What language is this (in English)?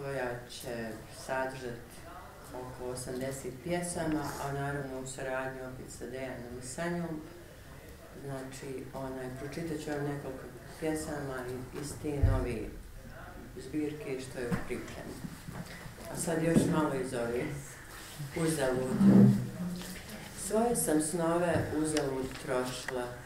Bosnian